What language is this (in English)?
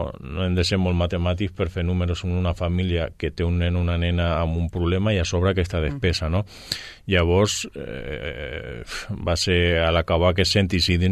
Catalan